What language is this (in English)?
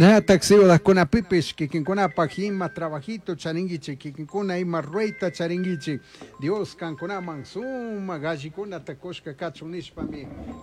Chimborazo Highland Quichua